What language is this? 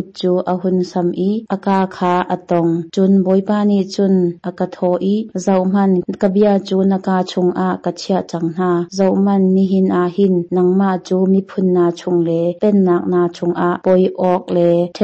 Hakha Chin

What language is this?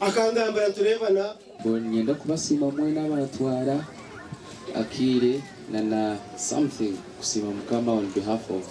Nyankole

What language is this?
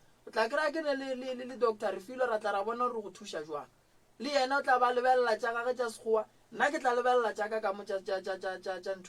Northern Sotho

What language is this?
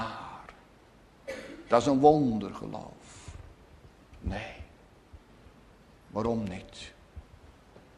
Dutch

